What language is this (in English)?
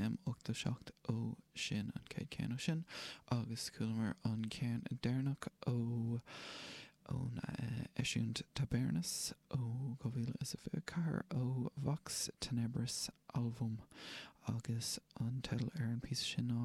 Irish